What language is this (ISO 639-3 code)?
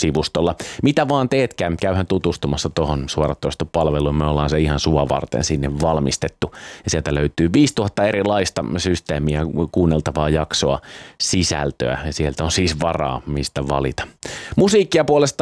fin